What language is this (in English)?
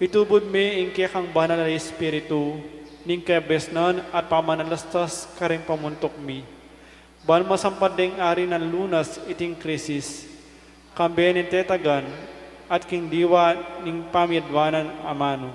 Pampanga